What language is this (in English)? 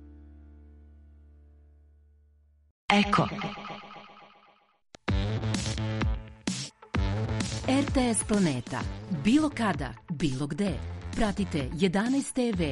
Serbian